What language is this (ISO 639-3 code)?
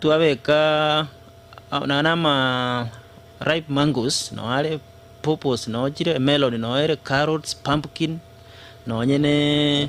guz